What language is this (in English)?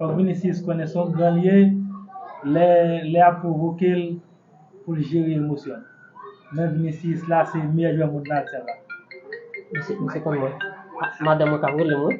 Haitian Creole